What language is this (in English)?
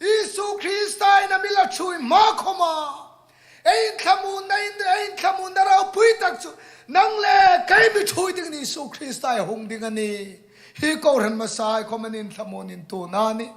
Hmar